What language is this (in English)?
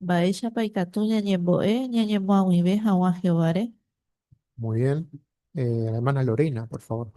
Guarani